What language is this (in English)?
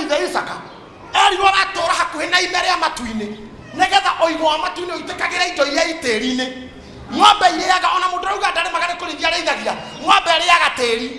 Kikuyu